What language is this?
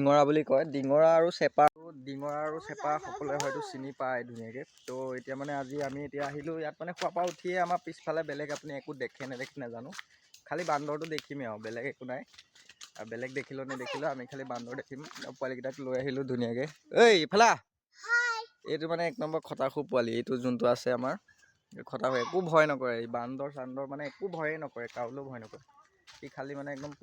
Assamese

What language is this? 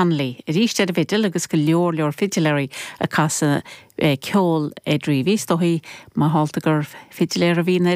Irish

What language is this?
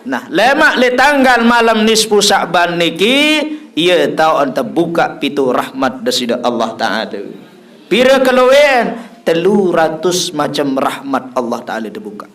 Sasak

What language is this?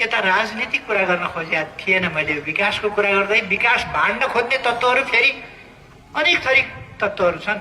Nepali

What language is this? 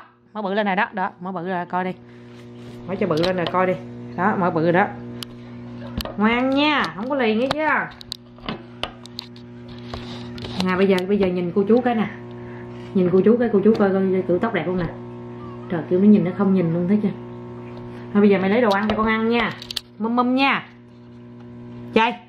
Vietnamese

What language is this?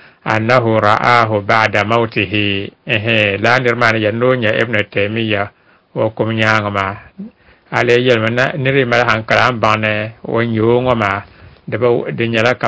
Dagbani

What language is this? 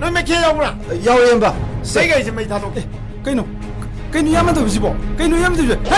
Manipuri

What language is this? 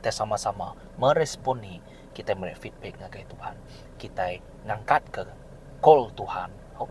Iban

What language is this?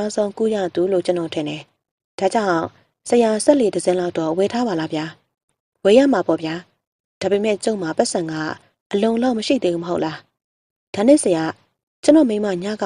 Burmese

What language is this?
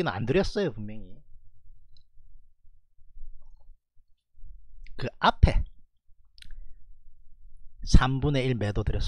Korean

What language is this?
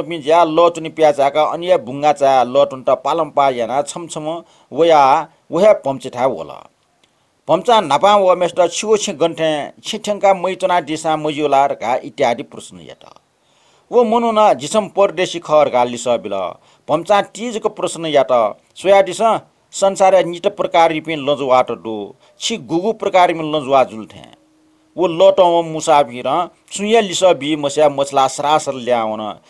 Newari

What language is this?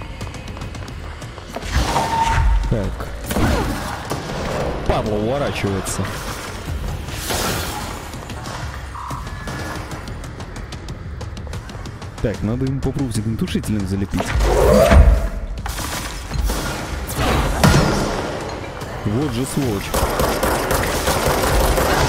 Russian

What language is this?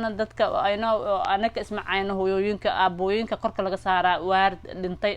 Somali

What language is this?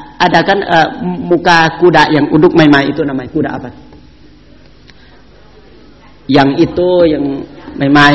Indonesian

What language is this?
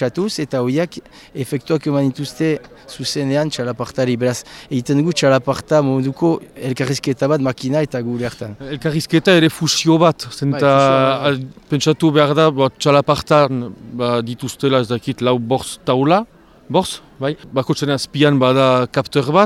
Basque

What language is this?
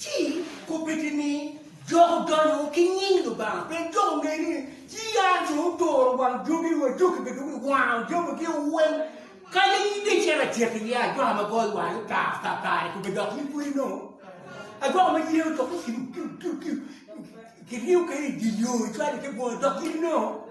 Acoli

